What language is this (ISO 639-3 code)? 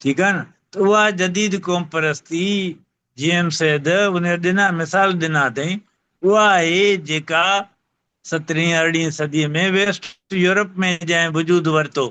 snd